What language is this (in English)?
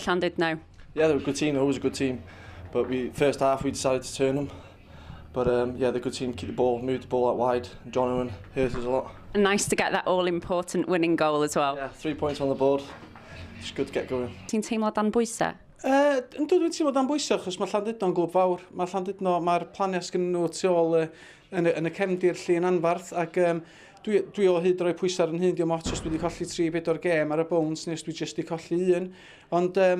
Welsh